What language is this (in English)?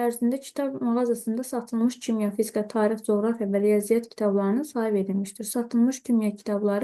Azerbaijani